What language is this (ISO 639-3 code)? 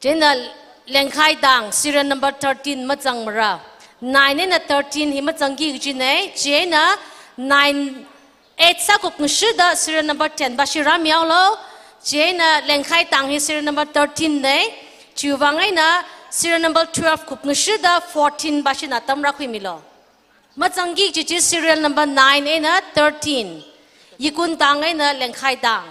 nmf